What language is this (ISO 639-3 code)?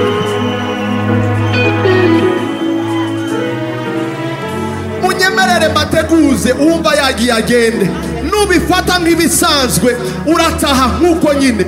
kin